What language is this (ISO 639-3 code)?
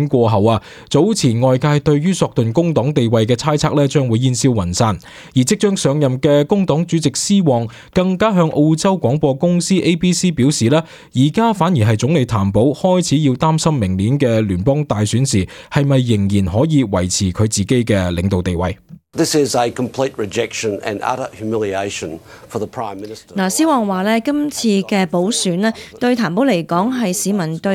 yue